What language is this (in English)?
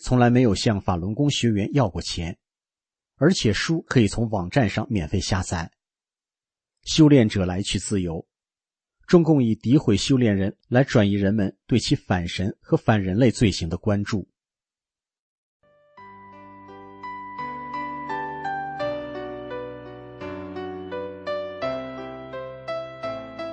Chinese